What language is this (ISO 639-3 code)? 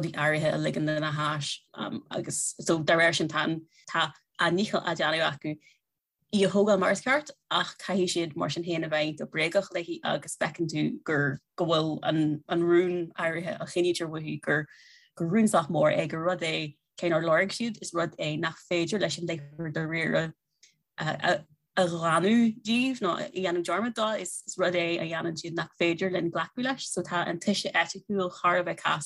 gle